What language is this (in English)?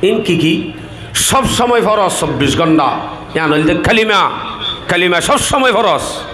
Rohingya